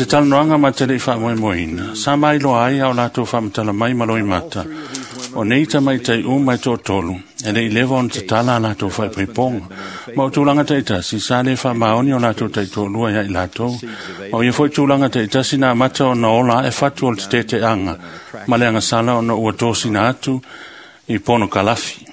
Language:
Samoan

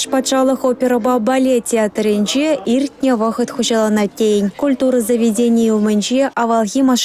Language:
Chuvash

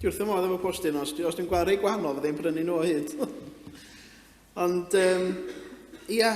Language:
Welsh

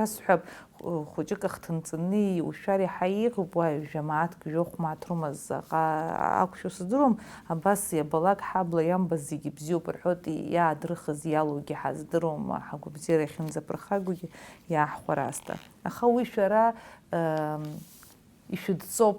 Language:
Abkhazian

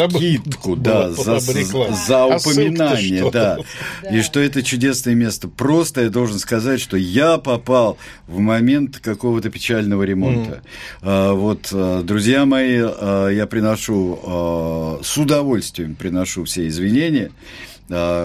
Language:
Russian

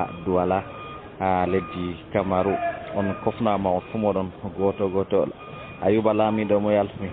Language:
Fula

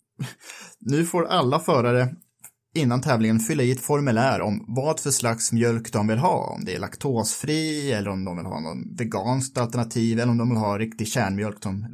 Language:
Swedish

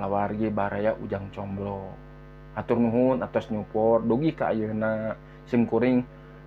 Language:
Sundanese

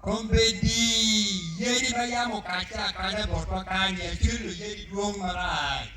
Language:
Acoli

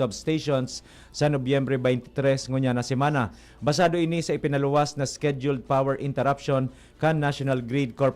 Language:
Bikol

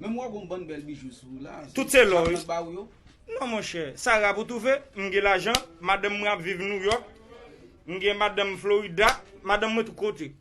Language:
Haitian Creole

